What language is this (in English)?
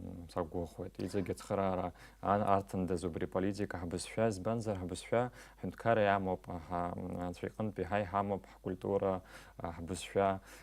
Abkhazian